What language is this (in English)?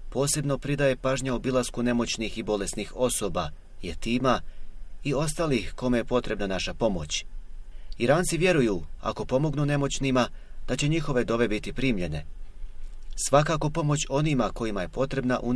Bosnian